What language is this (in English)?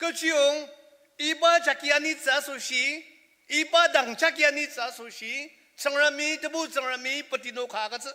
Ao Naga